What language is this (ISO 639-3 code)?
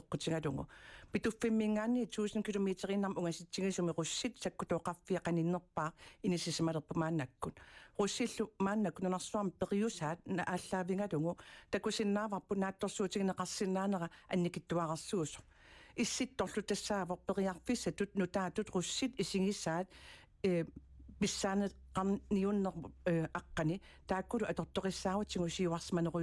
kal